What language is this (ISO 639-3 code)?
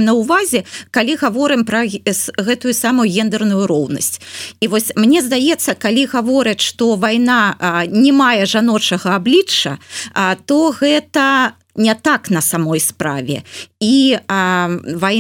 bel